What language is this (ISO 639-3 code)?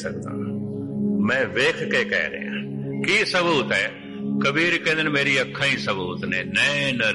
pan